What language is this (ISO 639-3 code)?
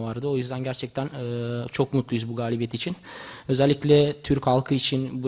tur